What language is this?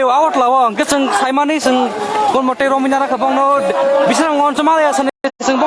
Kok Borok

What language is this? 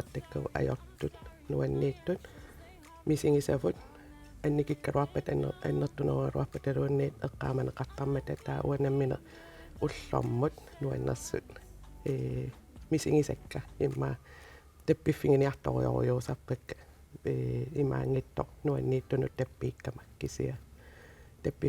Kalaallisut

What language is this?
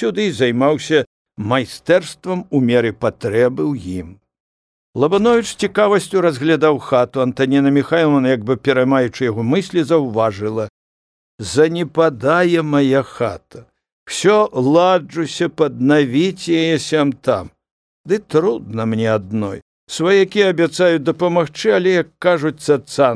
Belarusian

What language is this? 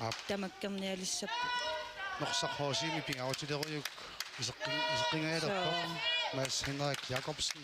Kalaallisut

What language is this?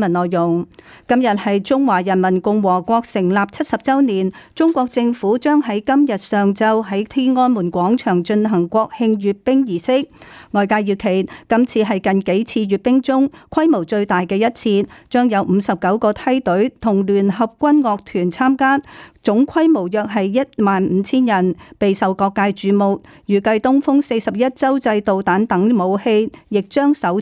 Cantonese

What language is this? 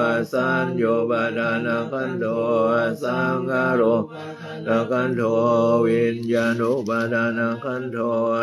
Pali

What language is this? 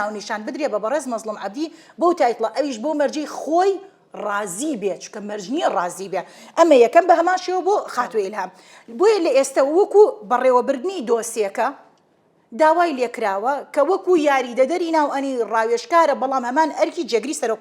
Central Kurdish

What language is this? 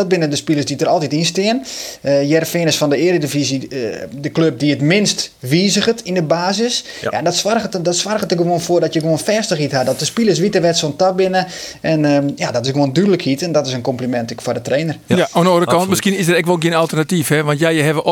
Western Frisian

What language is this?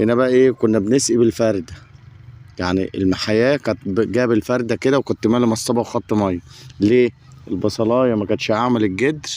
Egyptian Arabic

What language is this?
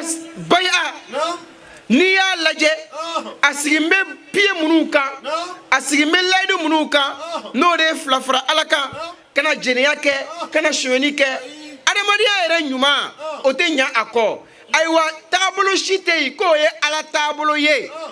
Bambara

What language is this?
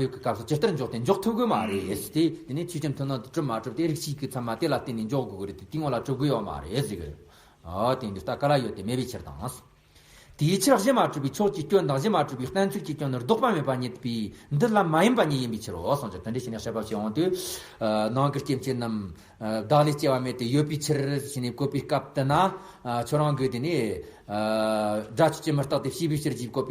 Tibetan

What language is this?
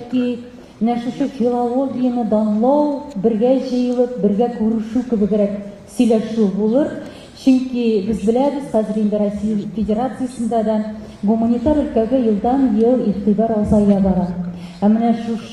Tatar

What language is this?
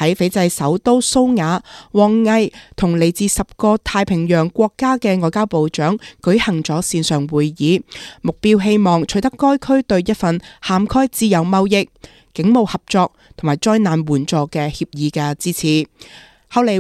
Cantonese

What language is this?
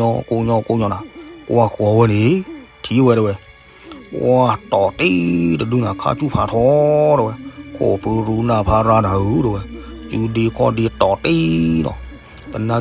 S'gaw Karen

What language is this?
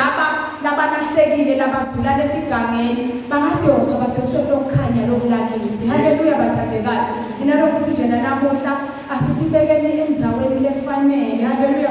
Zulu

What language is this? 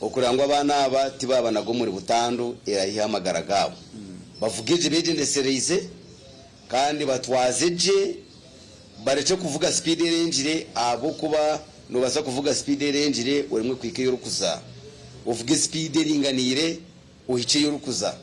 Nyankole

